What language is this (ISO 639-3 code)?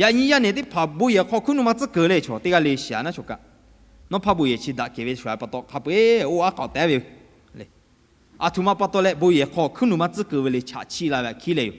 lhu